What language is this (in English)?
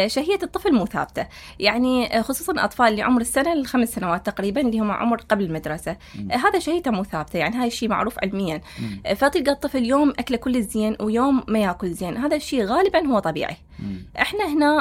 Mesopotamian Arabic